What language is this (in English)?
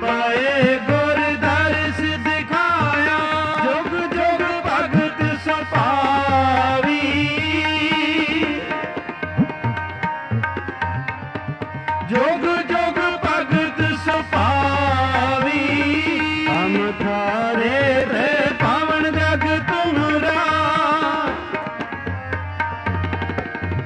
Punjabi